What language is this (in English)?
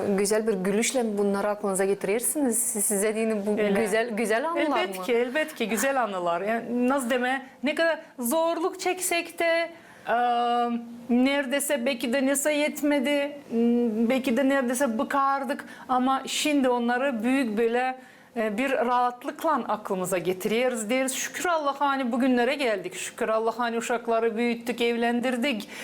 Gagauz